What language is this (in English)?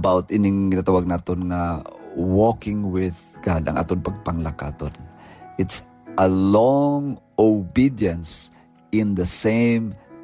Hiligaynon